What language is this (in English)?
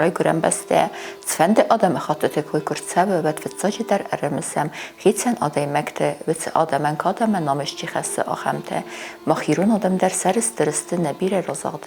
Ossetic